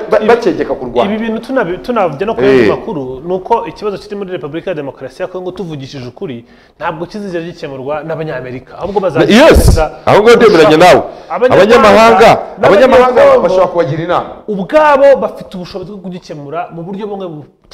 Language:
Kinyarwanda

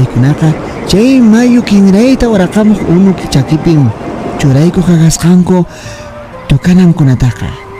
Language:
Quechua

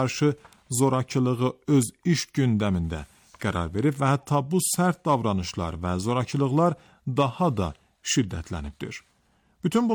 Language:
Azerbaijani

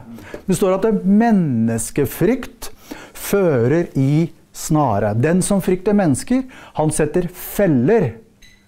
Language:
Norwegian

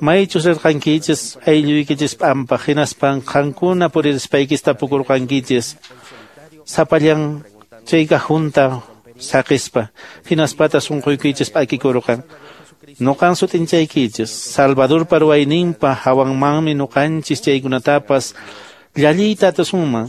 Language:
Quechua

